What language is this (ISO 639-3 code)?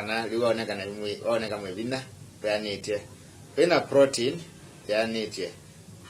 kam